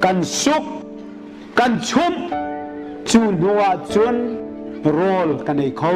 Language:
Hakha Chin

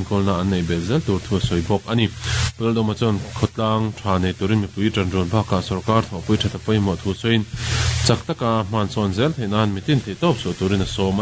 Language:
Mizo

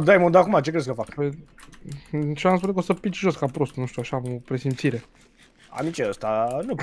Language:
Romanian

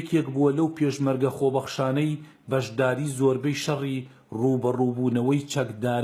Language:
Central Kurdish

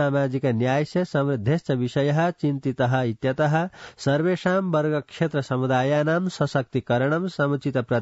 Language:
Sanskrit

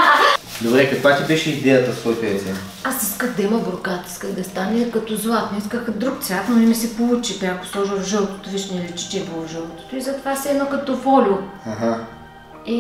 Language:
Bulgarian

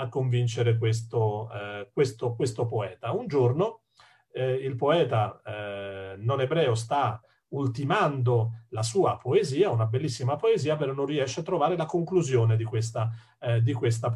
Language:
Italian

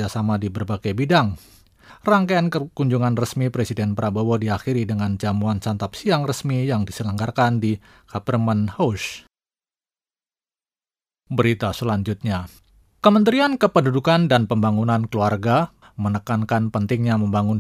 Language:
Indonesian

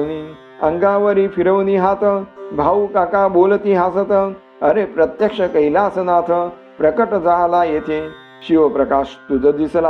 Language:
Marathi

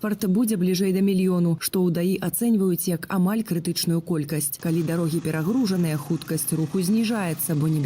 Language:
Belarusian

